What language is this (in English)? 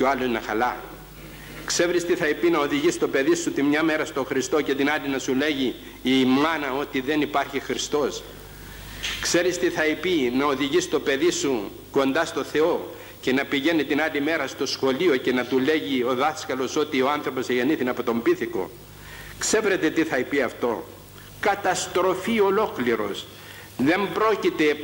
Greek